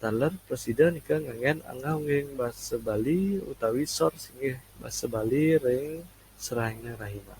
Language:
Balinese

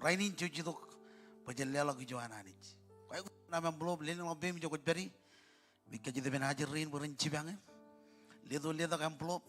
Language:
Marshallese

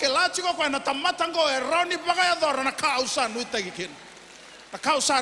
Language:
Fijian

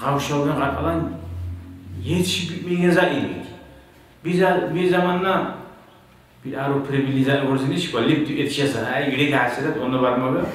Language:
Kumyk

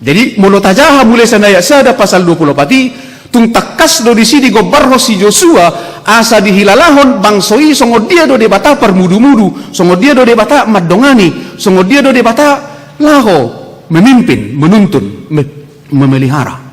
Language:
Batak Toba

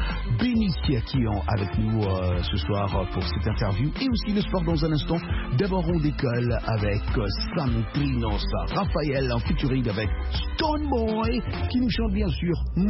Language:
French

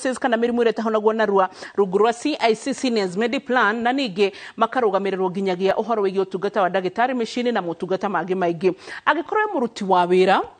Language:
Kikuyu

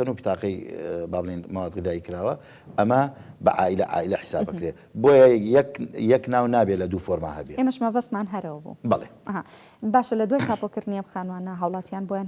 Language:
Central Kurdish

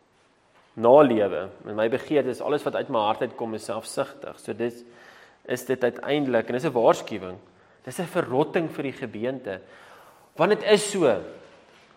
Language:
Afrikaans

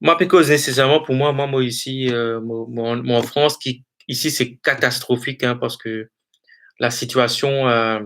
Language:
Morisyen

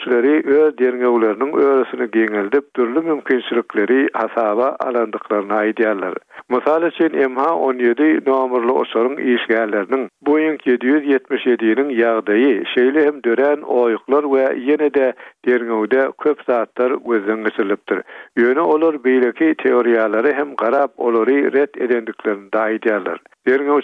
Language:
Turkmen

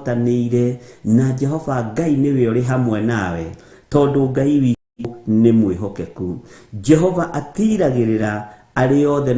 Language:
Kikuyu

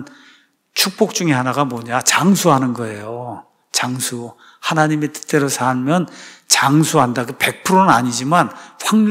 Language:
Korean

